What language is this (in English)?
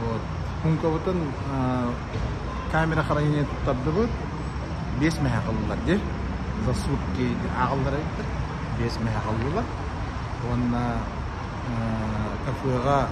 Yakut